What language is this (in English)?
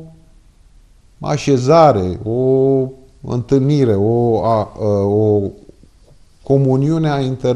Romanian